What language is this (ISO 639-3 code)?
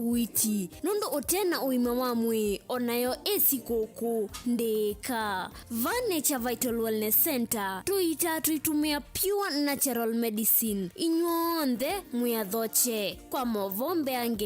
kam